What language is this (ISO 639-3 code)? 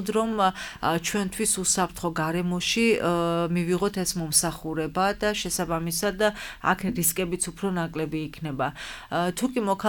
kat